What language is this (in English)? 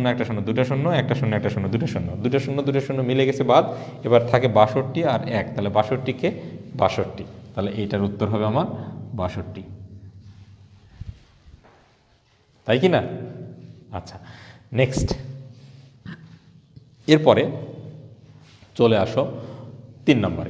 Bangla